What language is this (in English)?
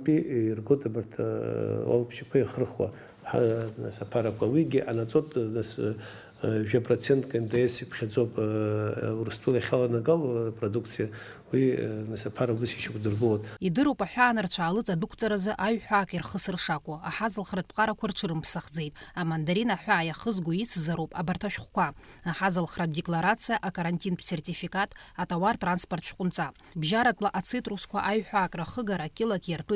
Abkhazian